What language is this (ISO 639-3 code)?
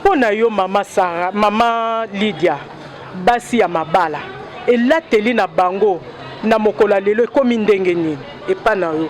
lin